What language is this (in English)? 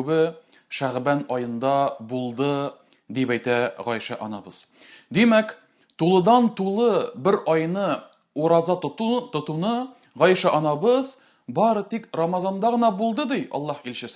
Tatar